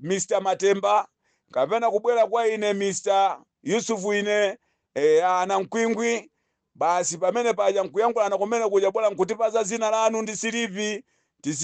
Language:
Nyanja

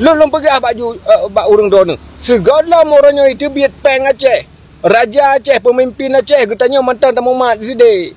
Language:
Achinese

